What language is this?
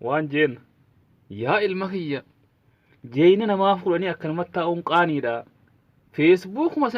Oromo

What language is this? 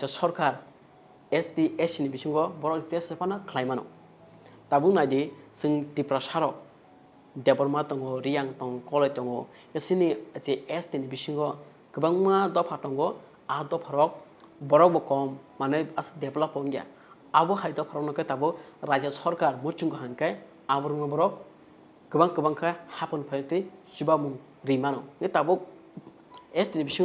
Kok Borok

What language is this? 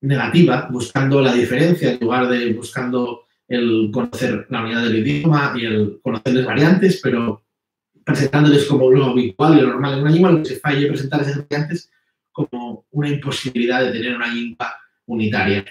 Asturian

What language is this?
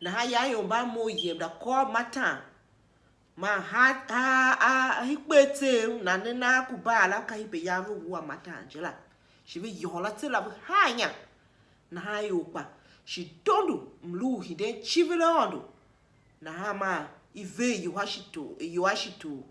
Tiv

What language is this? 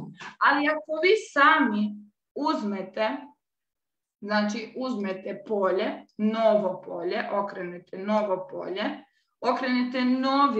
Croatian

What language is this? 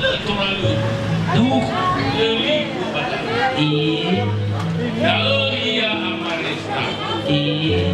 Nias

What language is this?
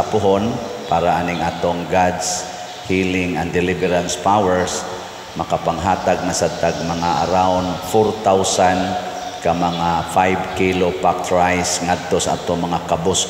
Cebuano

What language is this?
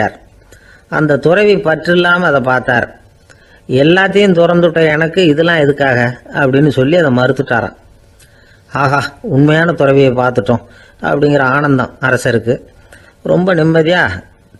Tamil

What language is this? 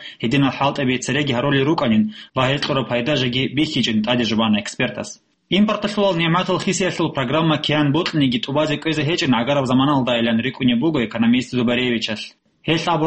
Avaric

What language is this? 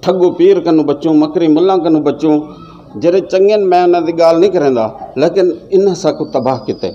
Saraiki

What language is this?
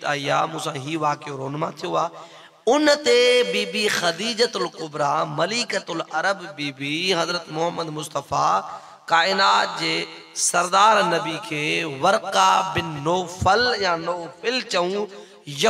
Sindhi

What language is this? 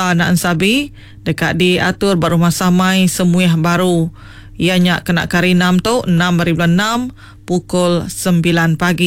Iban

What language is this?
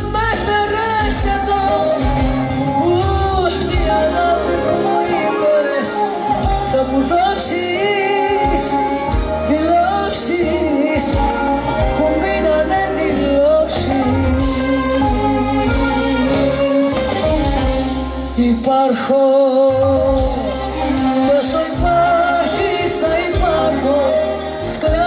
Greek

